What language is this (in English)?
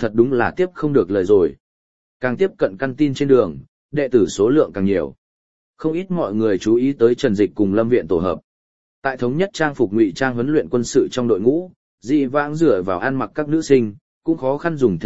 Vietnamese